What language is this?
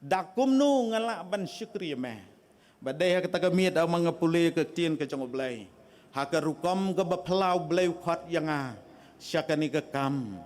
Khasi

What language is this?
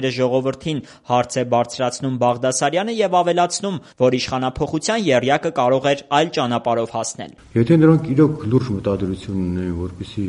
Armenian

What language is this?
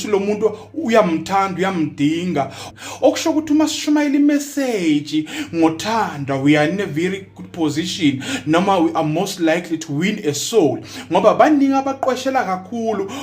Zulu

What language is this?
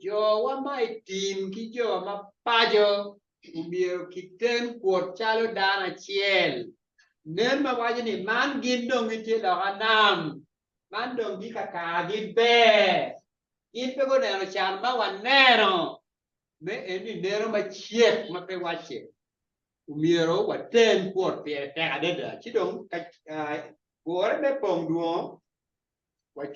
Acoli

